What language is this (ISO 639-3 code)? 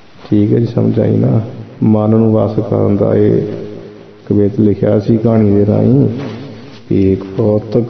pan